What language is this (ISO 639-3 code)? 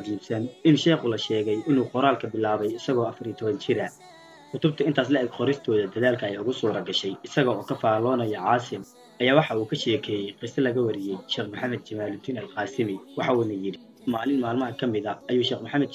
som